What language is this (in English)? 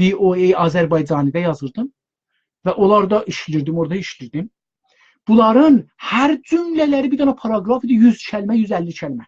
South Azerbaijani